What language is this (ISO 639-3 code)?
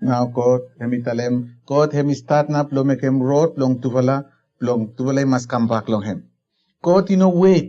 bis